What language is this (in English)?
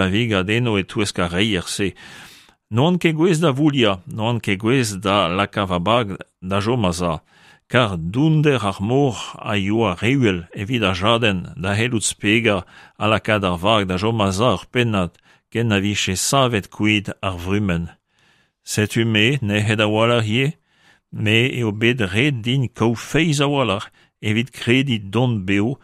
Breton